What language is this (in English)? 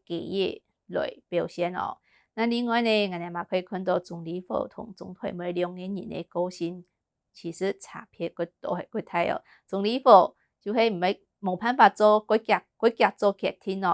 Hakka Chinese